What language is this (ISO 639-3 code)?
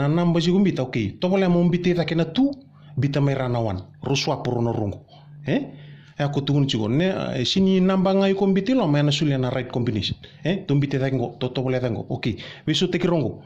fij